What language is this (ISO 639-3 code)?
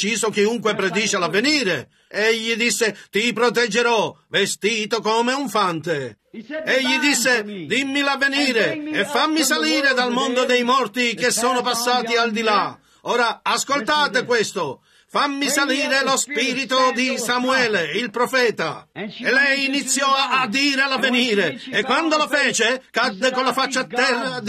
ita